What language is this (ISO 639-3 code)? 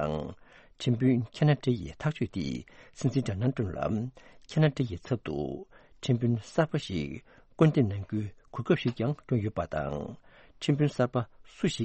bod